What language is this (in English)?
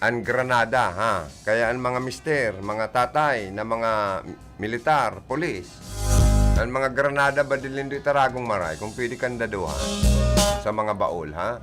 Bikol